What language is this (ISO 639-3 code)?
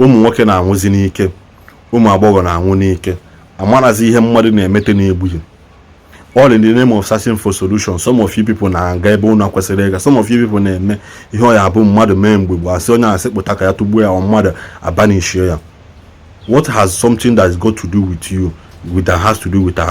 ibo